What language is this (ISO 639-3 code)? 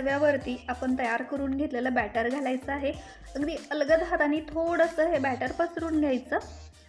mar